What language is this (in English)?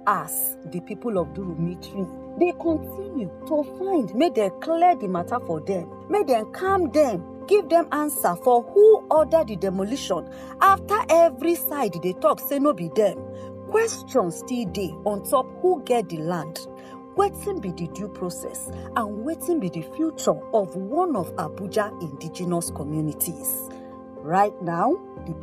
Nigerian Pidgin